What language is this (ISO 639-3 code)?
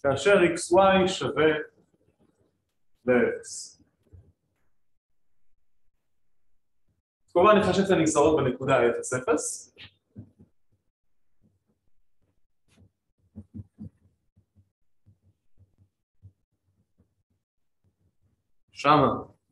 heb